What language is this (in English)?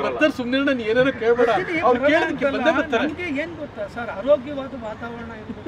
Kannada